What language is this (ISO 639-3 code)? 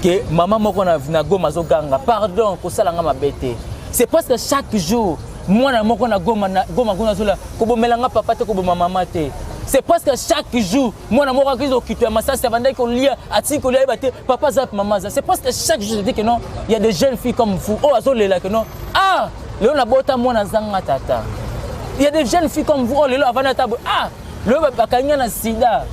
lin